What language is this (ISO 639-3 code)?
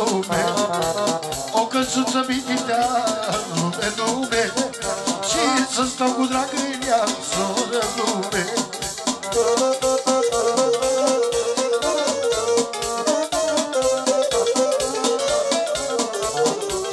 ron